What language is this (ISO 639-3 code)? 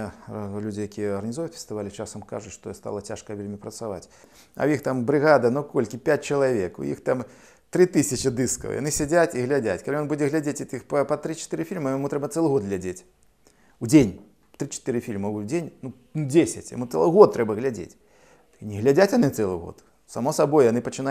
bel